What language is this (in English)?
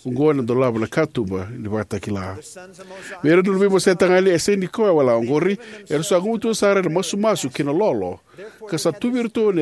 Fijian